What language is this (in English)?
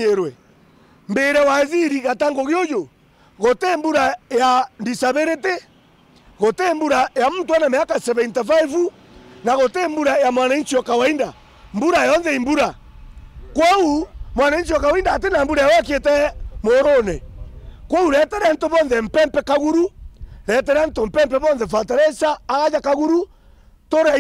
Meru